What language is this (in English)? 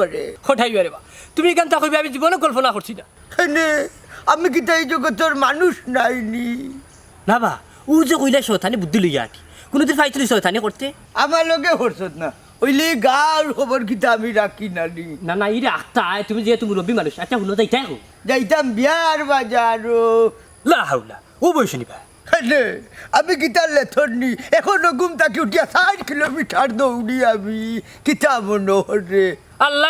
Sylheti